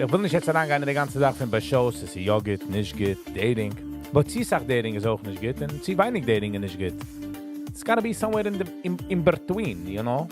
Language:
Yiddish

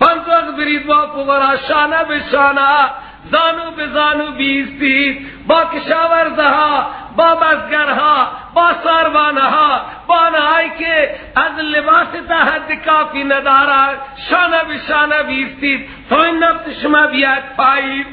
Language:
Persian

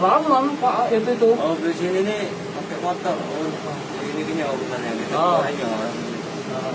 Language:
Musi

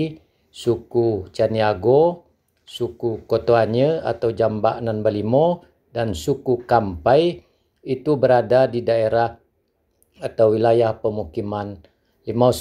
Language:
Minangkabau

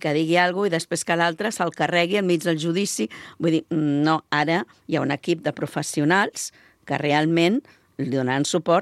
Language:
Catalan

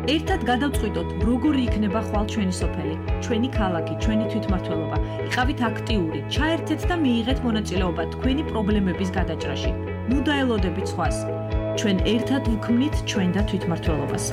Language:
Georgian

